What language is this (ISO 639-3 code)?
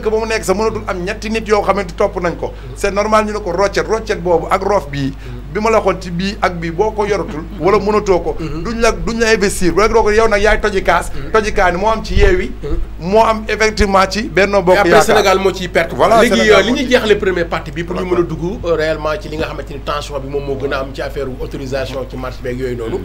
wol